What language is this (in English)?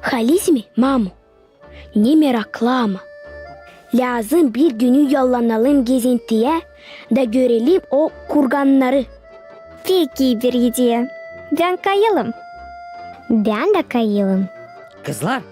Gagauz